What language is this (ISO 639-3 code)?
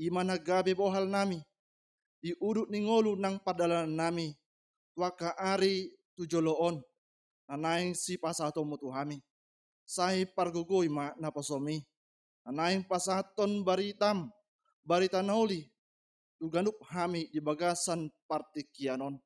bbc